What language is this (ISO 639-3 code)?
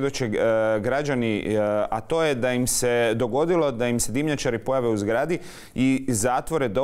hrv